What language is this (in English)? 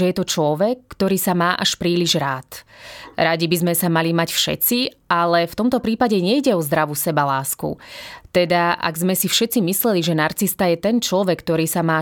Slovak